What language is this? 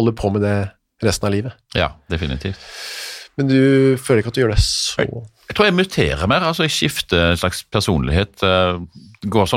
Norwegian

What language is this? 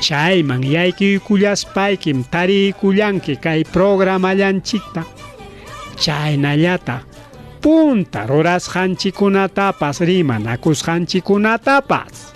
Ayacucho Quechua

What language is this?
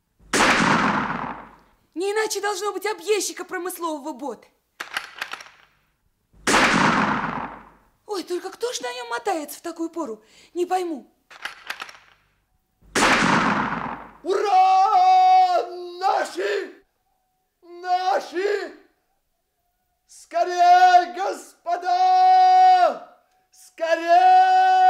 Russian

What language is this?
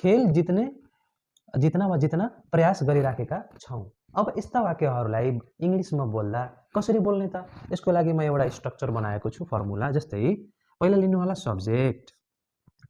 Nepali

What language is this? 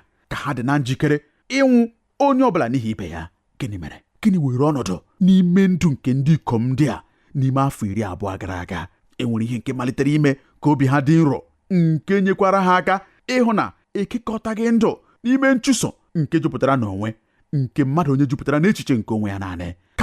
Igbo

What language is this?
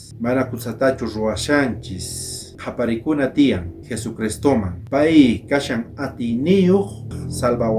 South Bolivian Quechua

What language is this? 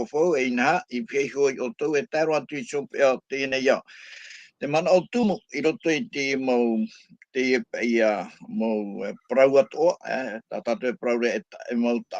Tahitian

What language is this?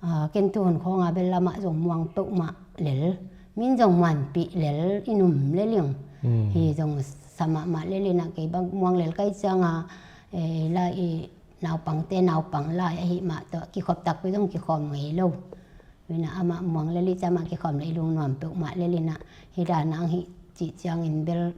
Tedim Chin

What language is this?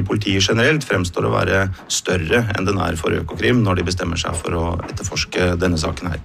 Norwegian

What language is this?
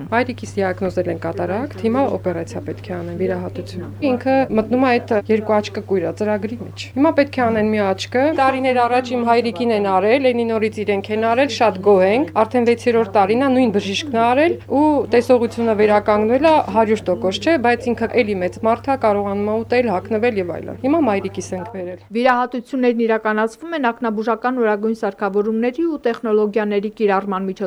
Armenian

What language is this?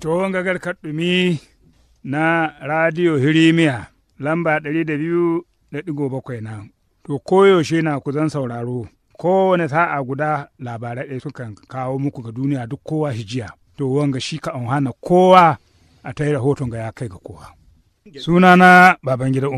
Hausa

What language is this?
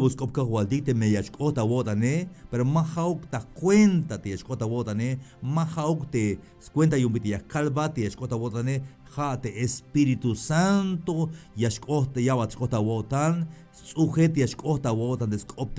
Tzeltal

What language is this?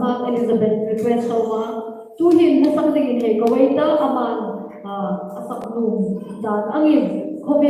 Hmar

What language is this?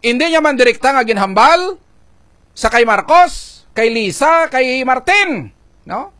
Hiligaynon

